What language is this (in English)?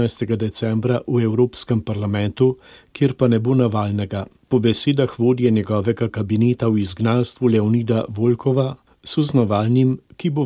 Slovenian